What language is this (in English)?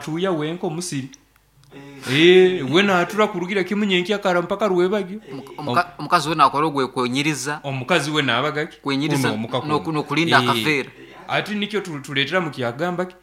Nyoro